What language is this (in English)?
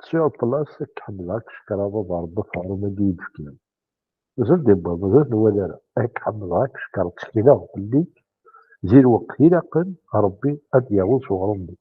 Kabyle